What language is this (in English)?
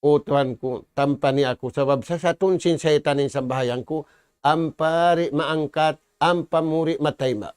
Tausug